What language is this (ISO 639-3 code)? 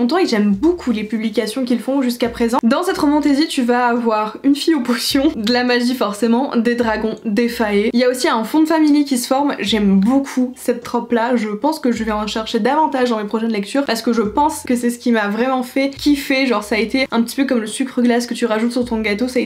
fra